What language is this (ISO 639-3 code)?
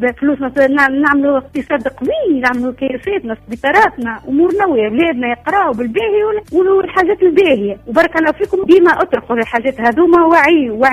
aeb